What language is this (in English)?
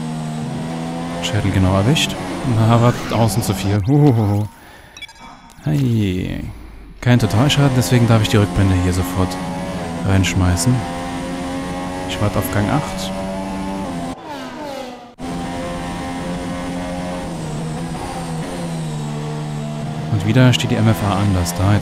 German